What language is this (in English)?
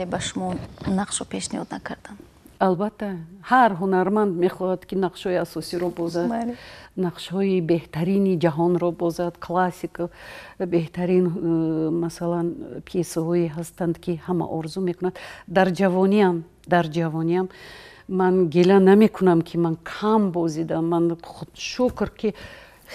Tajik